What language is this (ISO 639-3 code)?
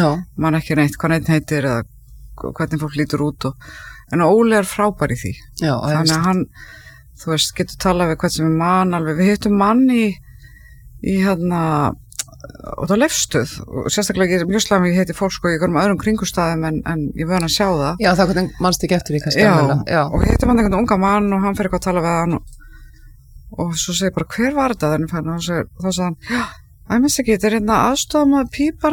isl